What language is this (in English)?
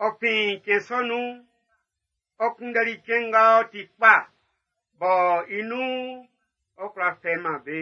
Baoulé